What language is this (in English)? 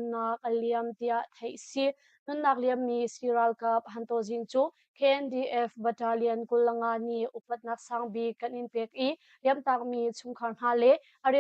Hakha Chin